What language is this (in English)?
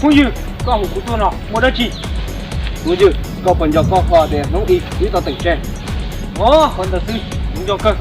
Hmong